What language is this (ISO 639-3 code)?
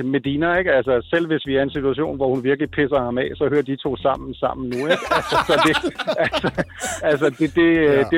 dan